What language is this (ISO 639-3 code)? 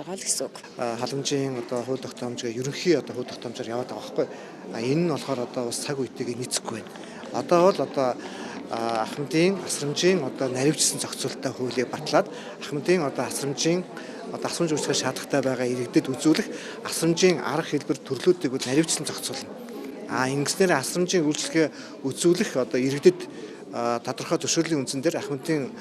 mon